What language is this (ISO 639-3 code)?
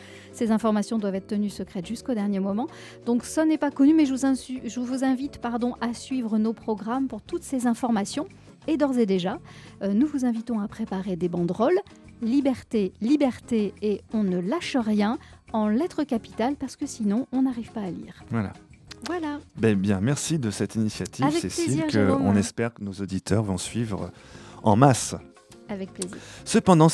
fra